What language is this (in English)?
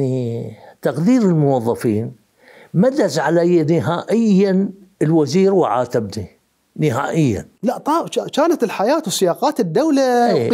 Mesopotamian Arabic